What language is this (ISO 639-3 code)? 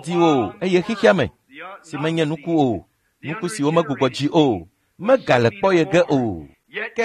ewe